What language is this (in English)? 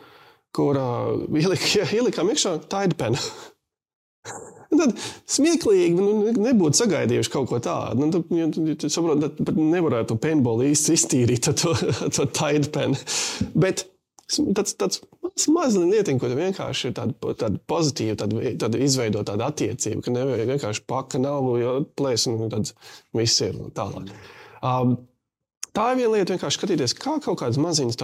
Latvian